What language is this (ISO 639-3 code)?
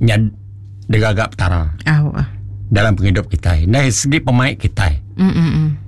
iba